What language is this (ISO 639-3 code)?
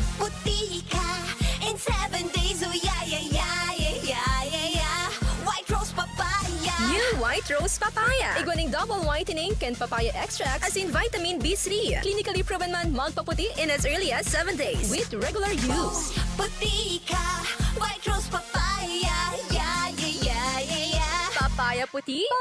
bik